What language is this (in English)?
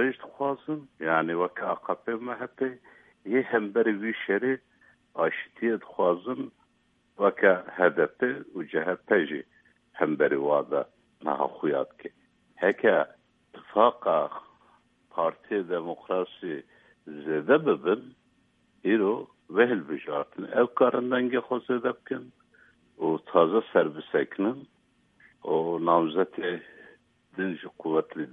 Kurdish